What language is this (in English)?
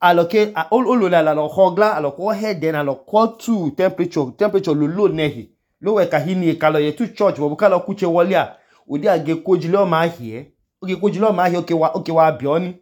Idoma